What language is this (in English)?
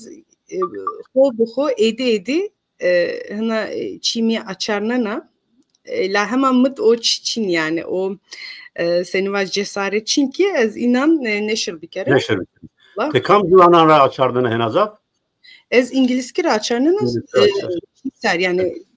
Zaza